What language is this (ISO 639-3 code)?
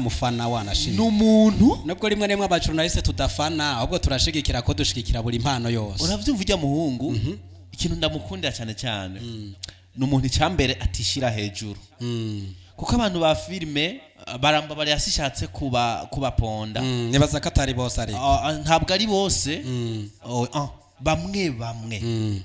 run